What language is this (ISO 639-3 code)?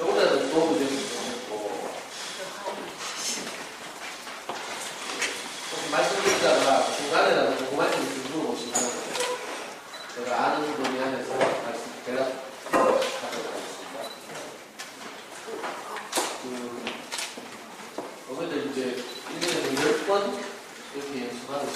kor